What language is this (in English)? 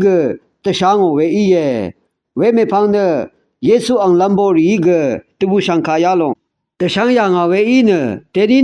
Rawang